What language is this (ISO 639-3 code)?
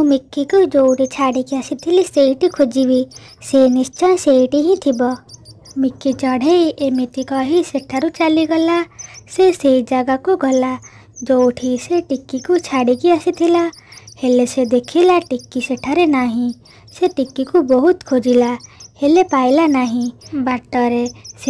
ori